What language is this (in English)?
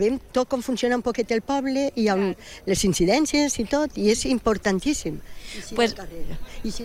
Catalan